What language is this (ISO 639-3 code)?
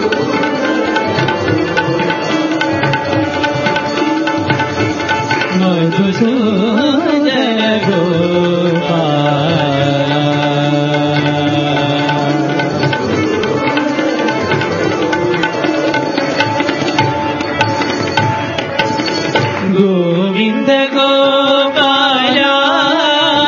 tel